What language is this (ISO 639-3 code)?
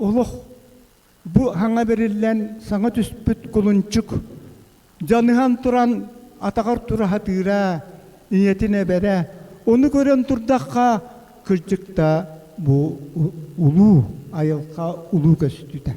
sah